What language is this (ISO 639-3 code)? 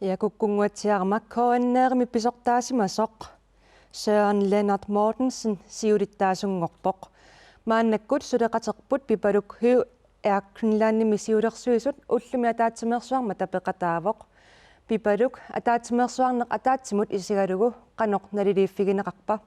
kal